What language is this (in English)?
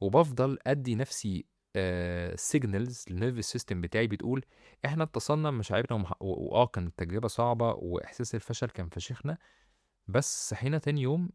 Egyptian Arabic